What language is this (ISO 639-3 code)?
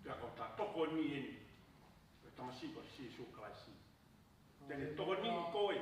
ton